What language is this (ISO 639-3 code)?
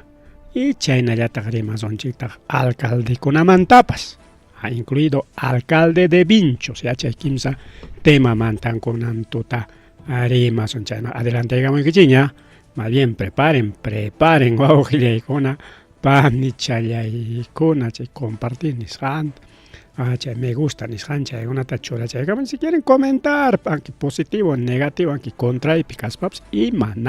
quy